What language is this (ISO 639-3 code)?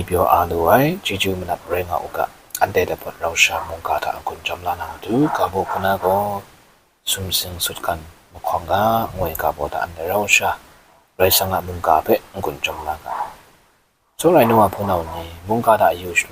kac